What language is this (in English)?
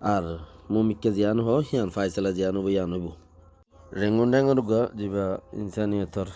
Rohingya